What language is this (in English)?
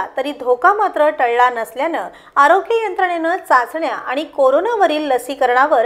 Marathi